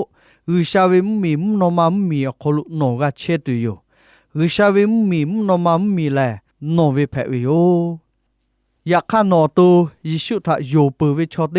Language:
Lahu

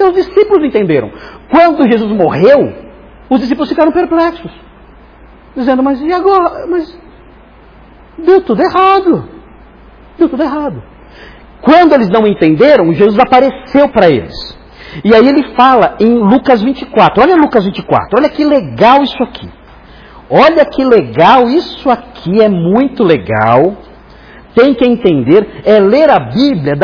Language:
Portuguese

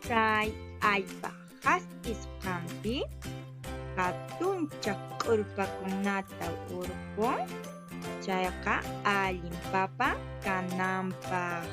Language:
Quechua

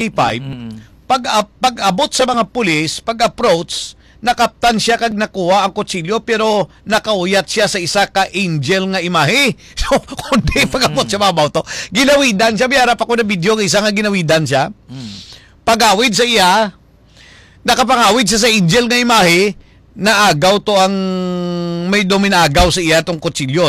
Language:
Hiligaynon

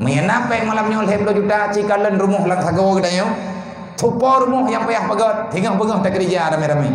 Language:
Achinese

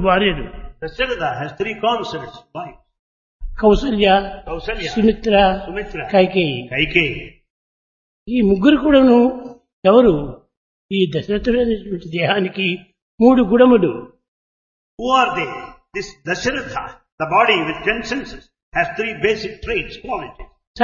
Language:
Telugu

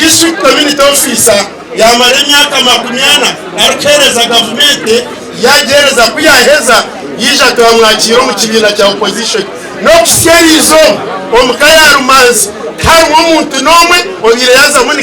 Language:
Nyankole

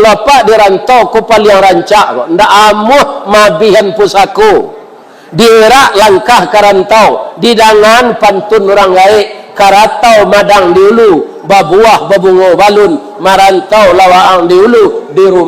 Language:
Minangkabau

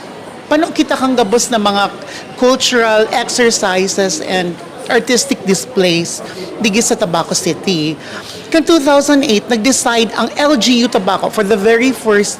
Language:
Bikol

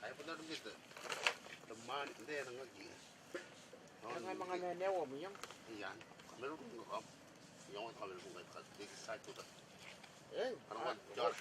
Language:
Gilbertese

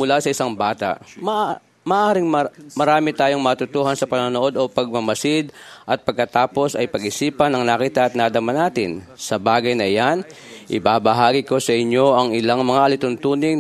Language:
Filipino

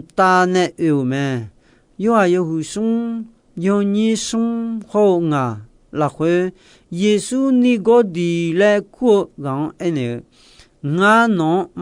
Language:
Akha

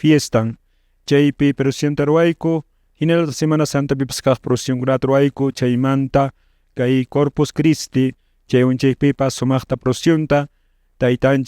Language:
Quechua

